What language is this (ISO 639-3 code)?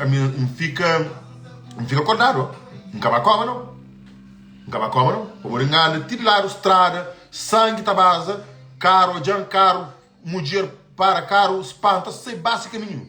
kea